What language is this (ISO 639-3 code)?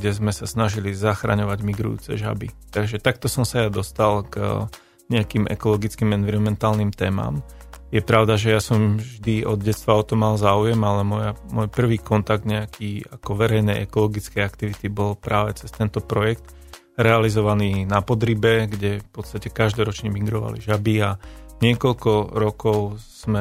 slk